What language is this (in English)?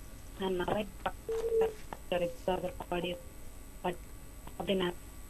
Tamil